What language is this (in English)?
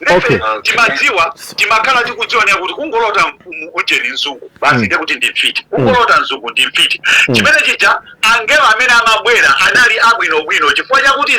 Nyanja